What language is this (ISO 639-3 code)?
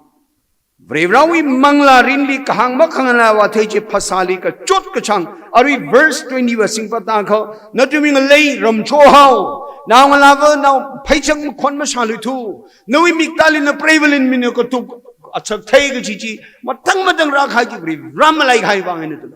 nmf